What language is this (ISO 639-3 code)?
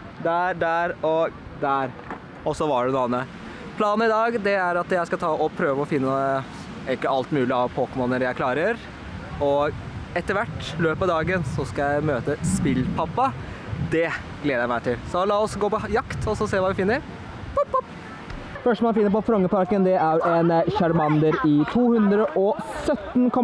nor